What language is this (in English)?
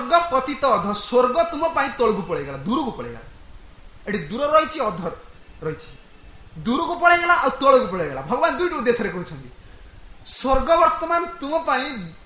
Odia